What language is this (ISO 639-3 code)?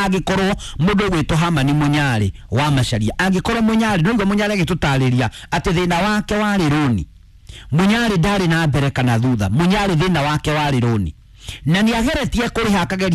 kik